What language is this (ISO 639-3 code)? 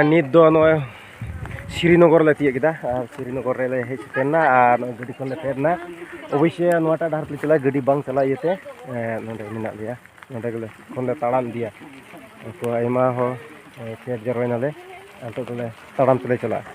sat